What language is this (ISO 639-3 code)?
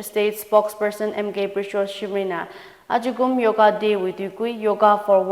nmf